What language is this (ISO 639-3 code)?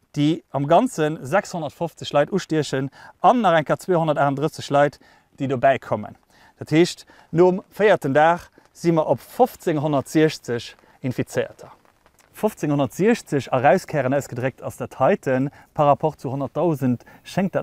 ltz